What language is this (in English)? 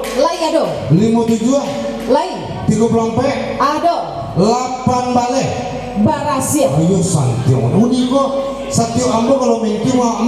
Minangkabau